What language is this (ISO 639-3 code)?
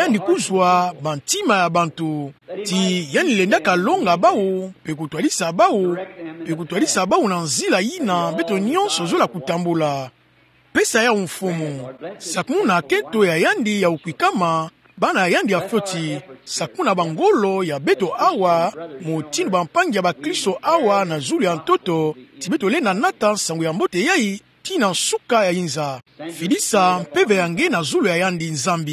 ktu